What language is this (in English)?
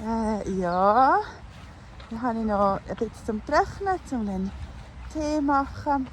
Swiss German